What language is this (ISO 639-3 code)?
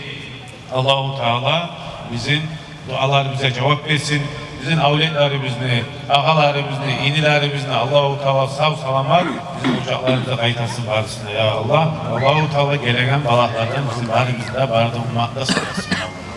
kum